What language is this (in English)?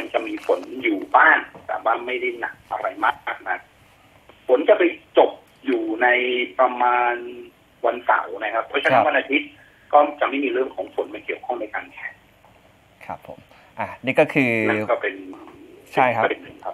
Thai